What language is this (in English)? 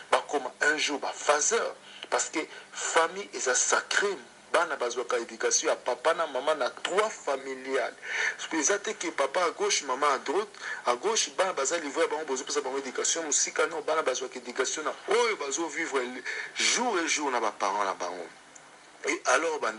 Lingala